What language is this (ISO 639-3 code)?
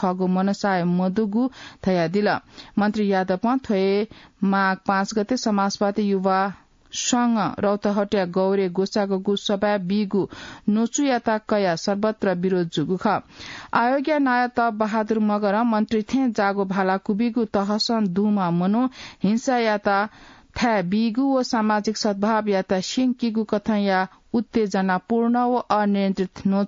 new